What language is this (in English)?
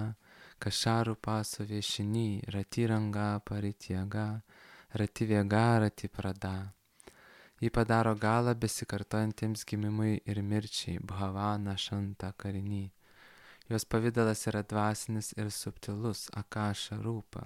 Lithuanian